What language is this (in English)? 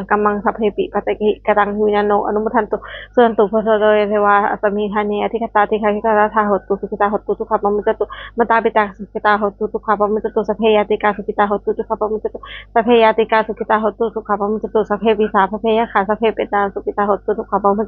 Pali